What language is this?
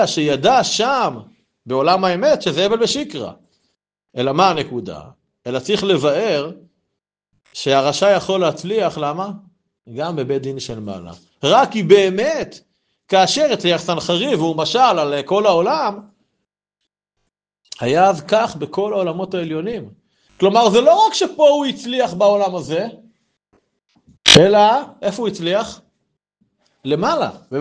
Hebrew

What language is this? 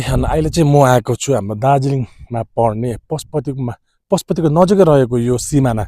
Nepali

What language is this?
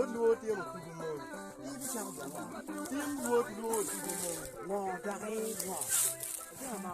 Acoli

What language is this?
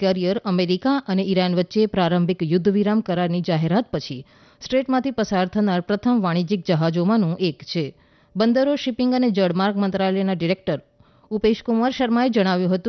Gujarati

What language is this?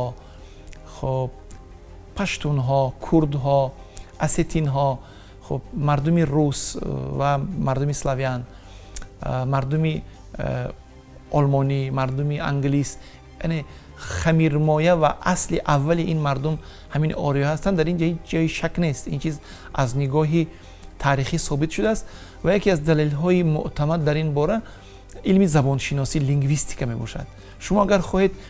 Tajik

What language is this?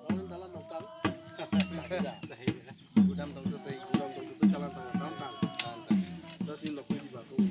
Kok Borok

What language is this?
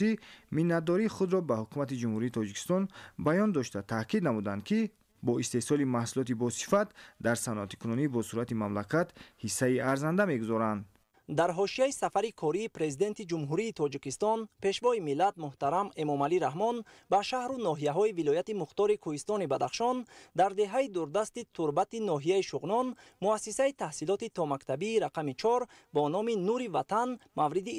Tajik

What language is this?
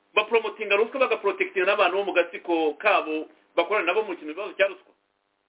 Kinyarwanda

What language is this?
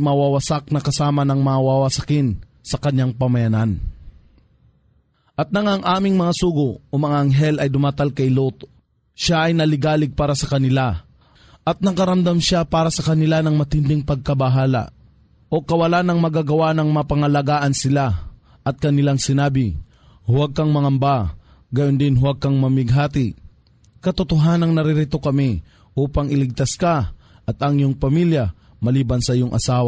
Filipino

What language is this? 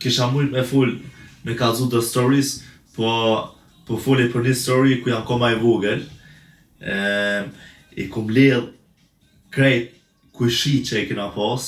Albanian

